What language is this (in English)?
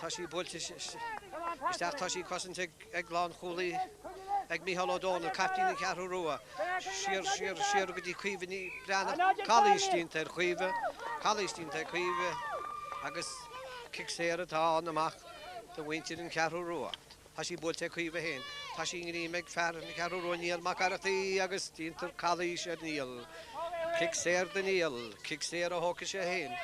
Irish